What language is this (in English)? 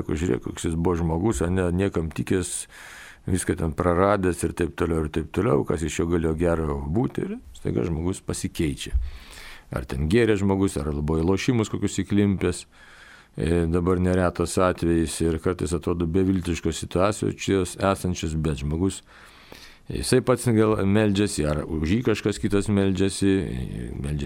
Lithuanian